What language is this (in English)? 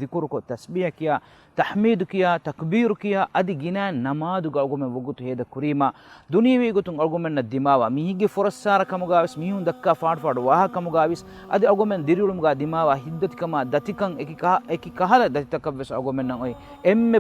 Divehi